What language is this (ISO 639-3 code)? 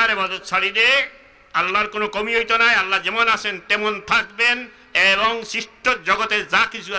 syl